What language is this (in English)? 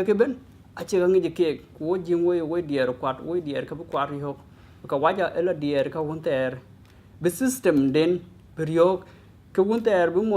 Dinka